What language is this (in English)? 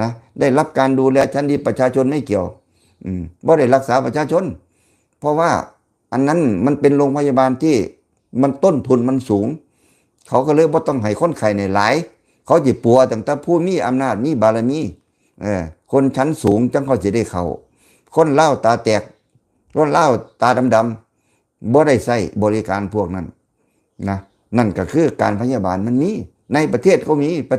Lao